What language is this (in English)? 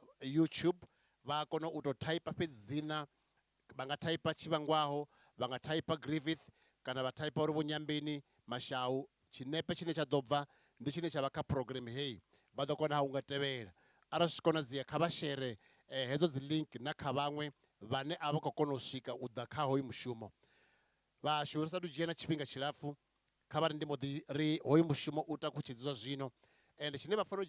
Venda